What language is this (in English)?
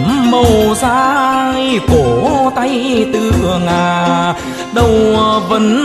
Vietnamese